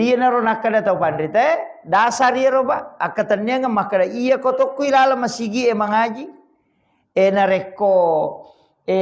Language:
Buginese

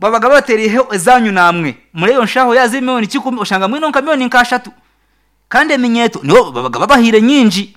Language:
Nyankole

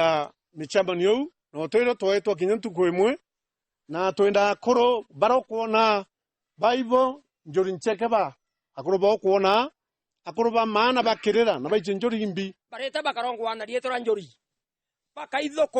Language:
Meru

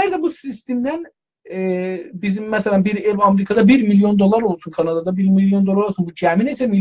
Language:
South Azerbaijani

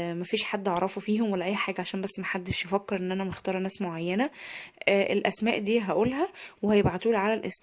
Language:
Egyptian Arabic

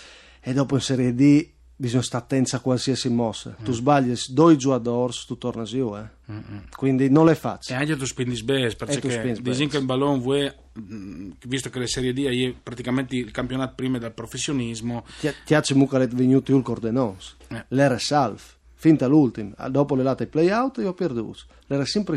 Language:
Friulian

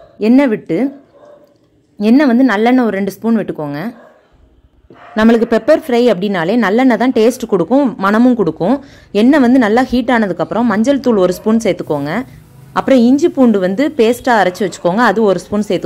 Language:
Tamil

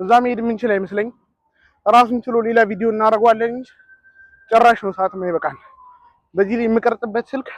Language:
Amharic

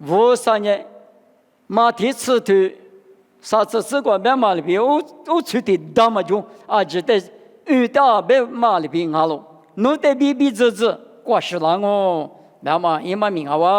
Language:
Lisu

